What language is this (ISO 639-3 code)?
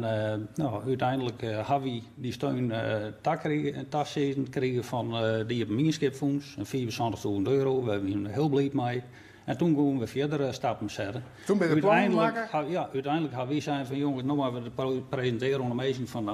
fry